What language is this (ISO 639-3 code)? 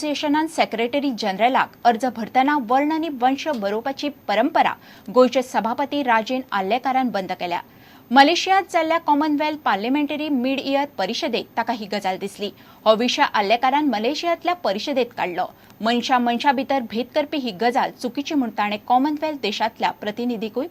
kok